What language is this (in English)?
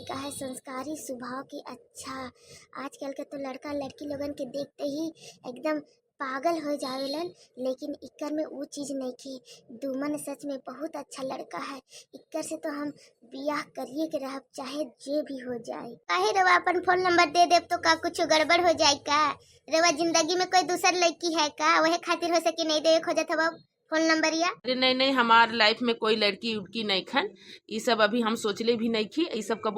Bhojpuri